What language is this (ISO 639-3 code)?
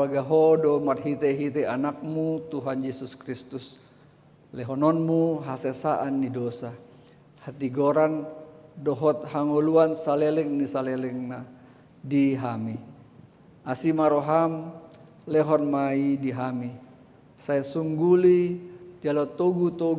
bbc